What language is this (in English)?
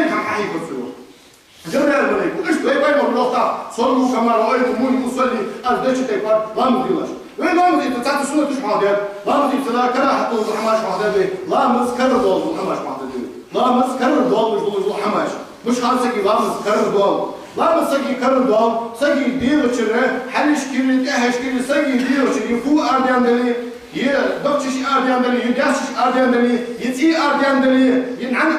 Ingush